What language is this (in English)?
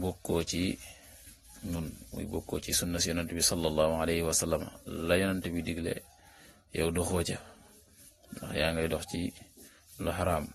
Wolof